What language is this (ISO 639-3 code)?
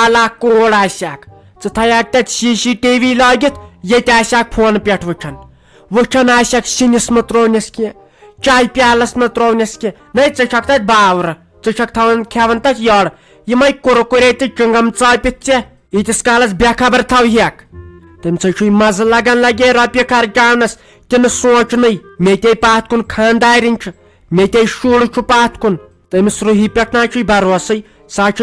kas